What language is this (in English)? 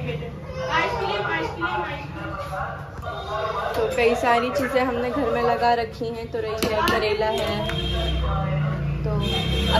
Hindi